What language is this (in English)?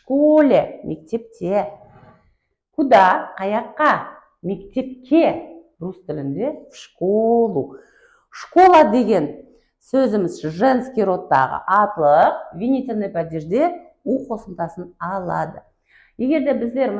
Kara-Kalpak